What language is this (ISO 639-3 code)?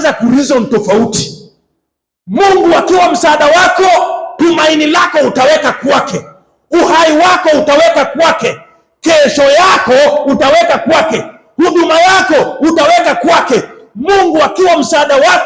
swa